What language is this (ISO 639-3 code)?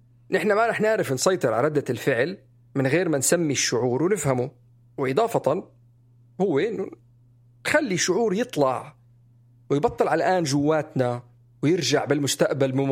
apc